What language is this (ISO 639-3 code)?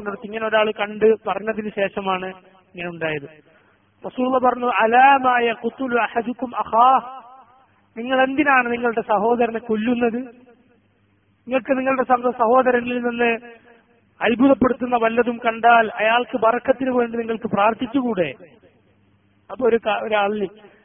mal